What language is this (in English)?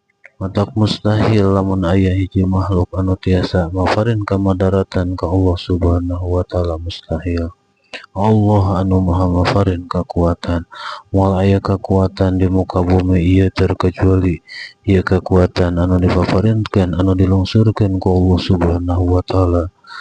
Sundanese